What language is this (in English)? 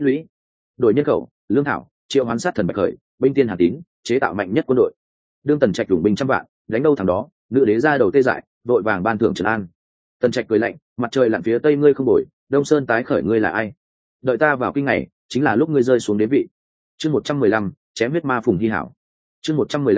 Vietnamese